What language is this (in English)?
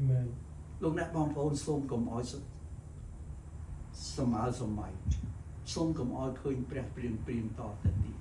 Khmer